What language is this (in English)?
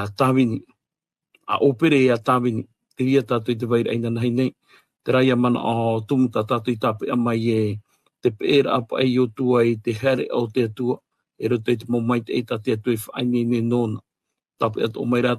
Tahitian